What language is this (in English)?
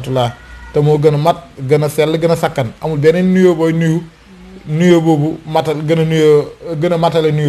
Wolof